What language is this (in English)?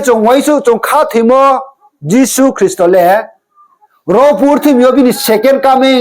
Riang (India)